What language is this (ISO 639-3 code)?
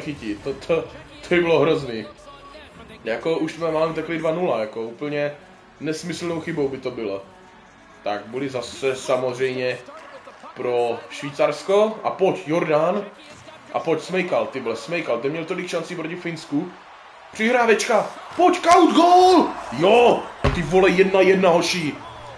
ces